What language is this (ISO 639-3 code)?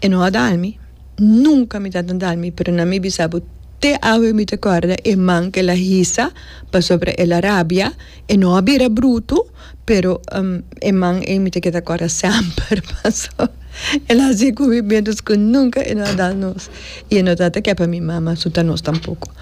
pap